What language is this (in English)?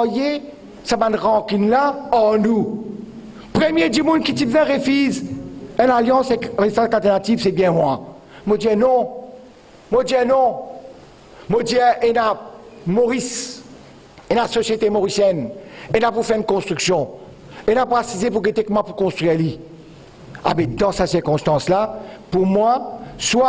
Morisyen